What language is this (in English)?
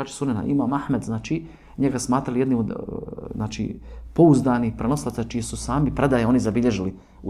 Bosnian